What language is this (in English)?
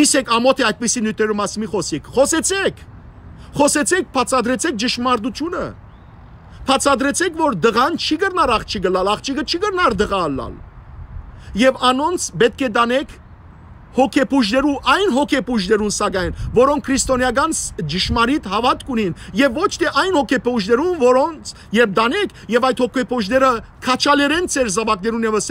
Western Armenian